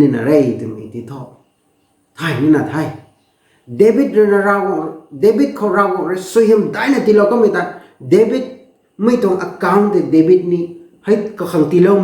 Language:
Rongmei Naga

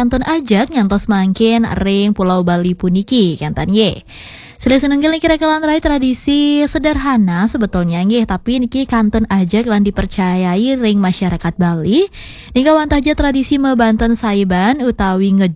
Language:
Balinese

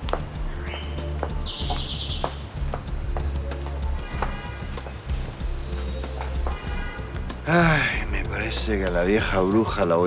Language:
Spanish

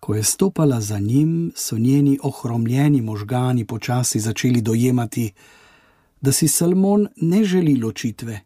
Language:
Slovenian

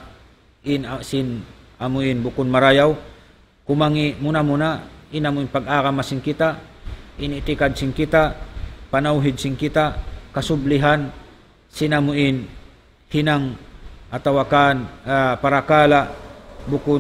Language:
Tausug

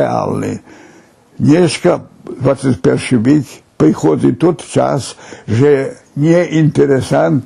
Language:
Rusyn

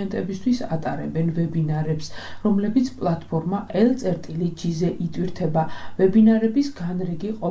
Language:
Georgian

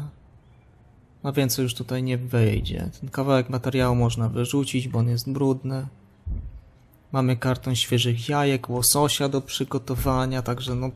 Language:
Polish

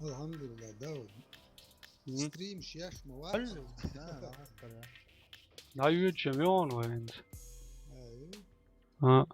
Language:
Chechen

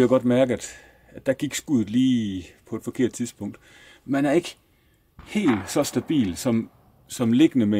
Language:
Danish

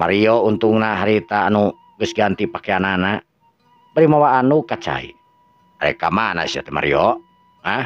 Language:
Sundanese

